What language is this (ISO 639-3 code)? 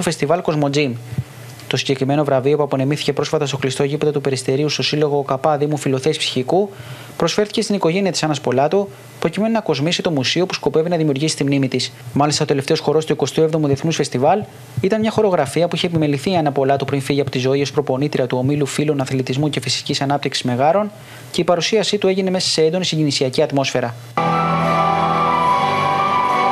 ell